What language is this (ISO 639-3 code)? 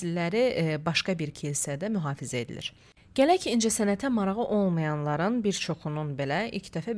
aze